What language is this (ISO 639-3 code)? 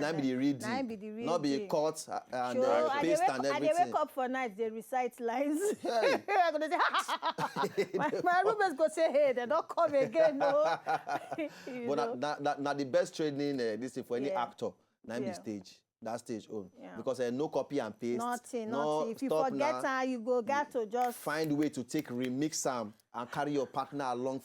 pcm